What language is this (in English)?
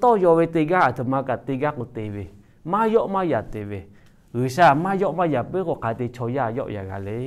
Lahu